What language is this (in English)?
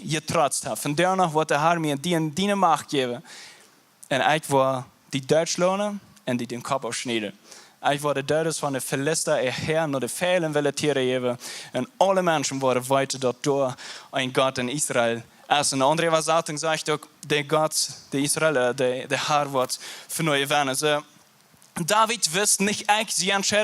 Plautdietsch